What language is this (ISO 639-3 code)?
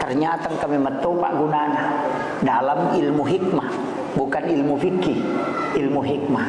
bug